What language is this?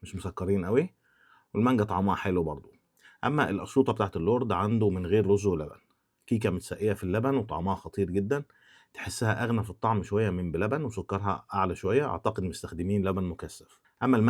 Egyptian Arabic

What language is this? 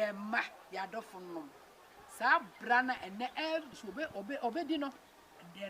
Akan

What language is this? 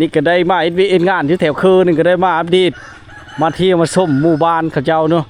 Lao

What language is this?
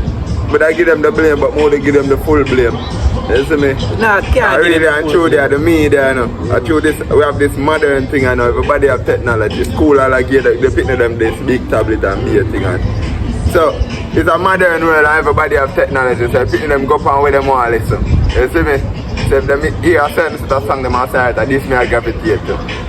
Jamaican Creole English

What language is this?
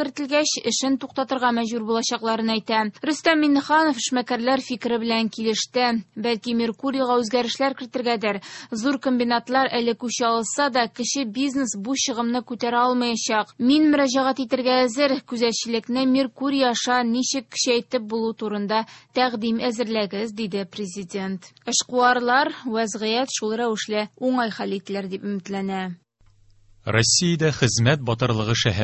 Tatar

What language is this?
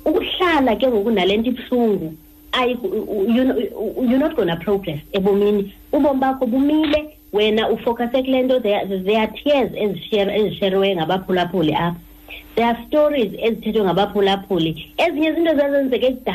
Xhosa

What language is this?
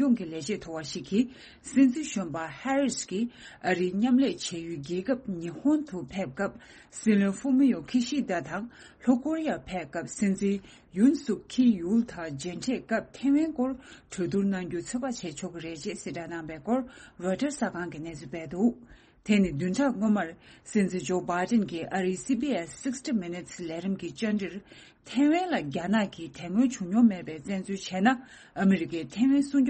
Tibetan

